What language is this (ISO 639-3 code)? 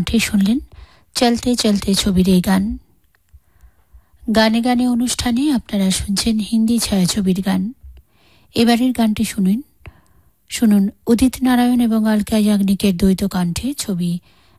ben